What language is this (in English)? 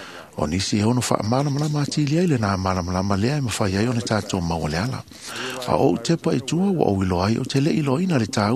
Samoan